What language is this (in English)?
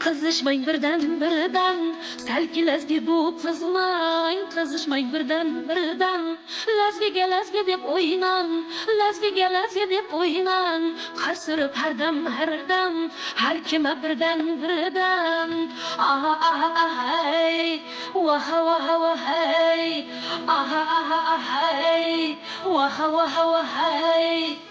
Kara-Kalpak